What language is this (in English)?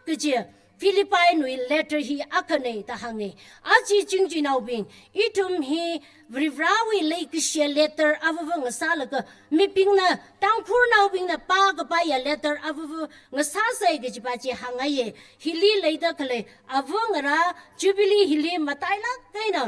Tangkhul Naga (India)